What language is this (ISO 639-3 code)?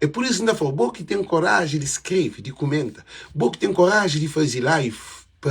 kea